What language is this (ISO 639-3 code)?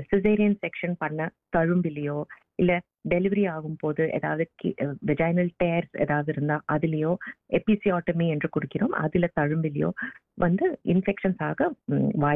tam